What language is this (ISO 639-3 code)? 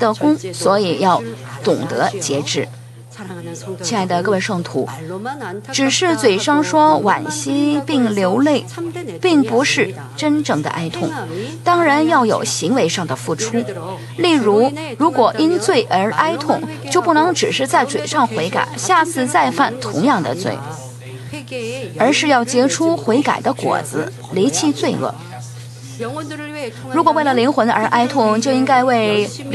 zho